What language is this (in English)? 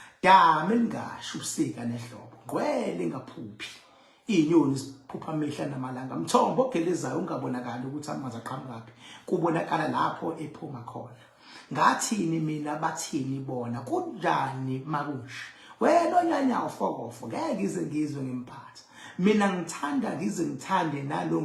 Zulu